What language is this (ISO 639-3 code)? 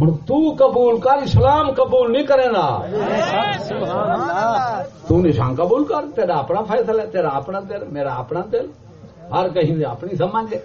skr